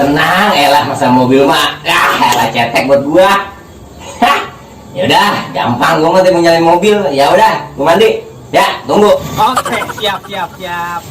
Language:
Betawi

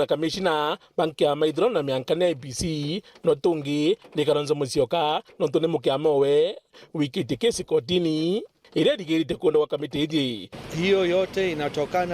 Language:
Meru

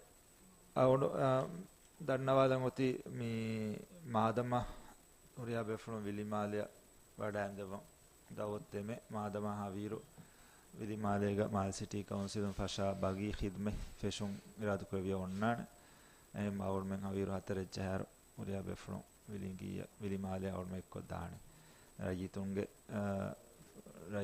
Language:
Divehi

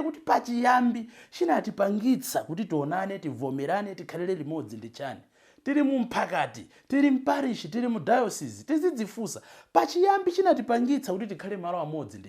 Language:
Nyanja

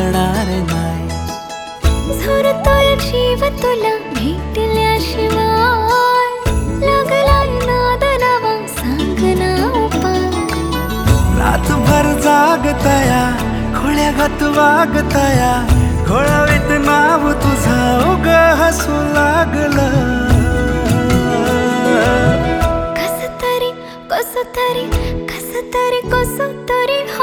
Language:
Marathi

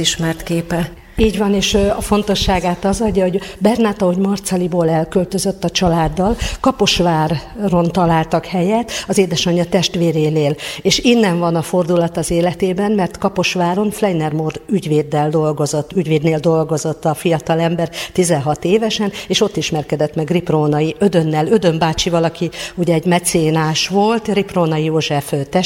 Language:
Hungarian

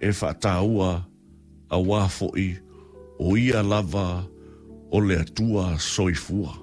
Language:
Samoan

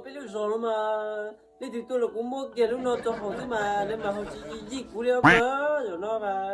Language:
Hmong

